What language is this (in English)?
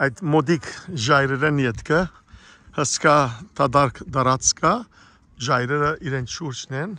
Western Armenian